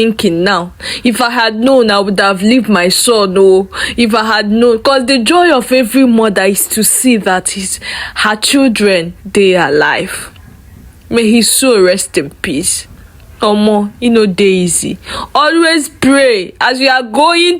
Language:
Nigerian Pidgin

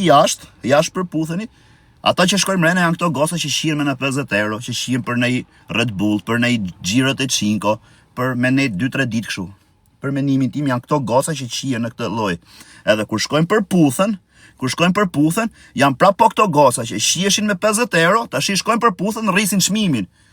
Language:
Albanian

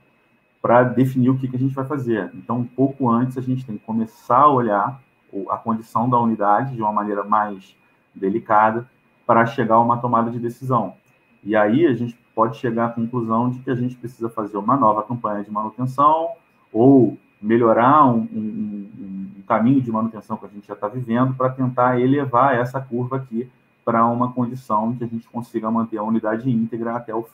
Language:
Portuguese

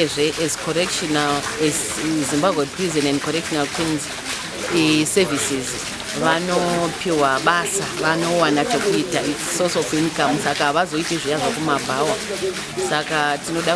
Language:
Shona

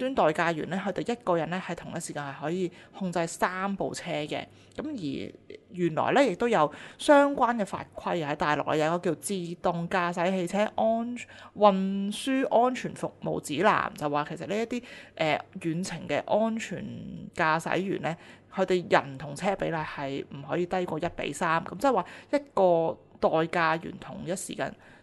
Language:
Cantonese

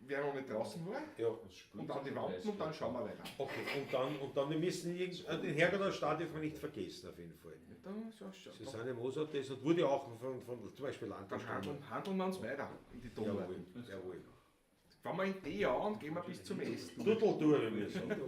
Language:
Bavarian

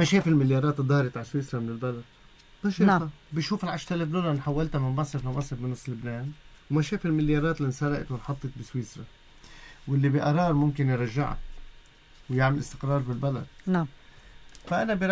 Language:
North Levantine Arabic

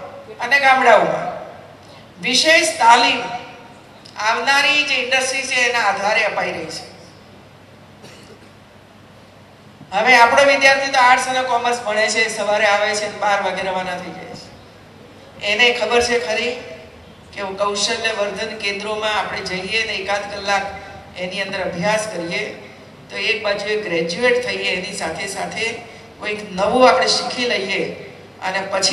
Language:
Gujarati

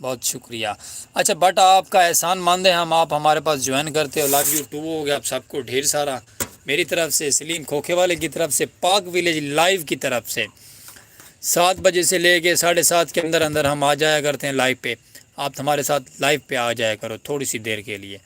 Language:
Saraiki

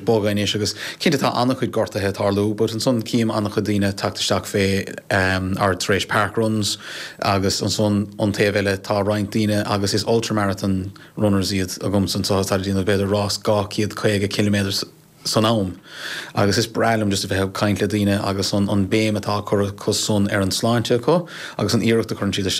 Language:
Irish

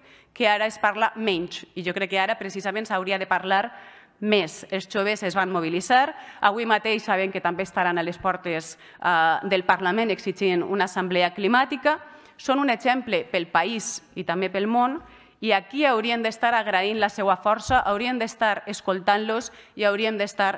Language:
Catalan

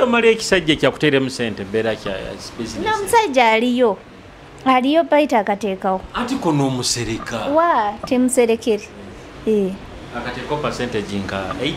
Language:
Nyoro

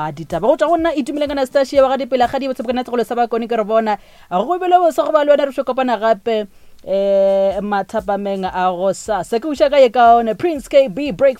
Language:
Northern Sotho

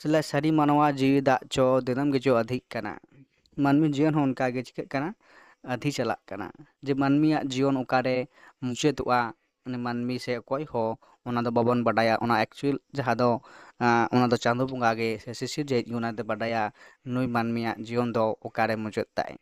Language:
Santali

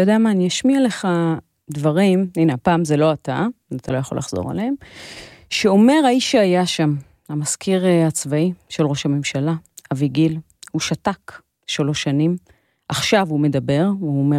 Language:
Hebrew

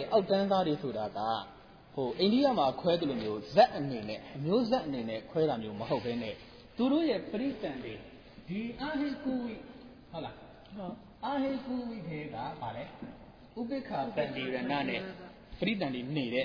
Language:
Burmese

